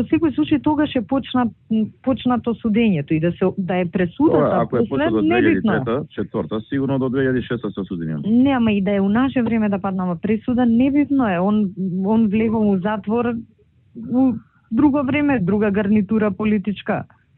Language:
Macedonian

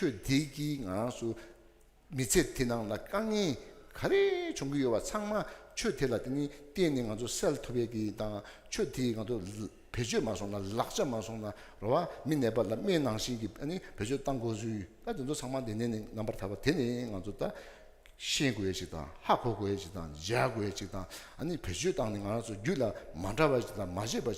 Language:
Tibetan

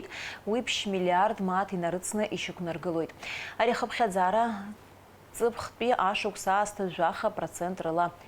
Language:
Abkhazian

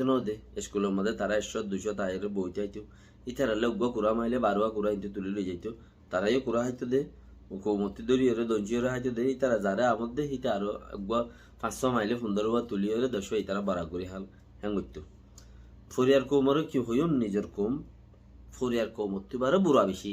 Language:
Rohingya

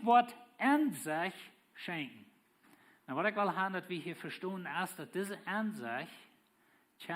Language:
Plautdietsch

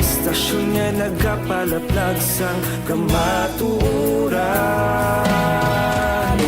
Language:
Hiligaynon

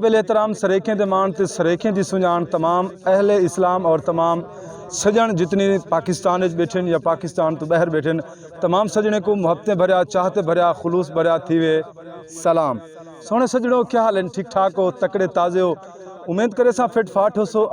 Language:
Saraiki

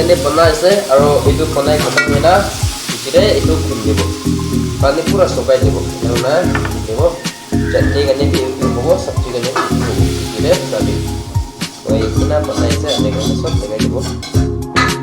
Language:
Naga Pidgin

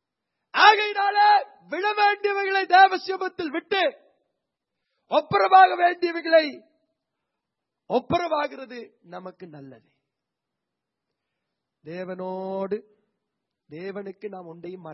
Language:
Tamil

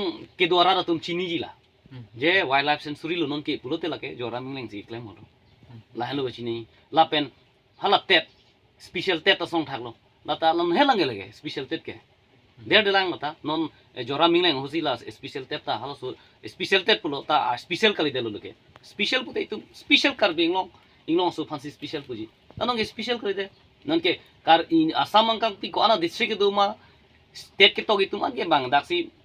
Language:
Karbi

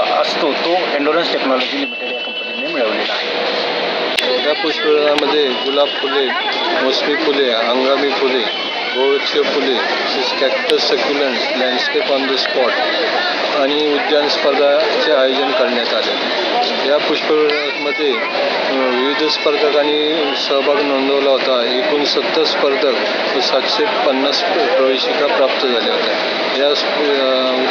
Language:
Marathi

